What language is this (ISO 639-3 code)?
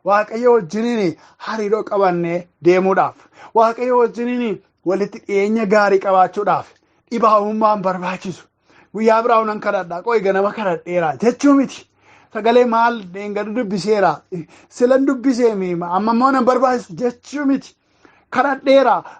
orm